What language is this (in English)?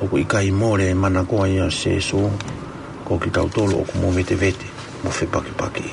Tongan